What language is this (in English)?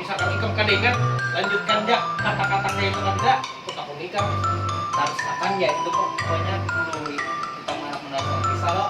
Banjar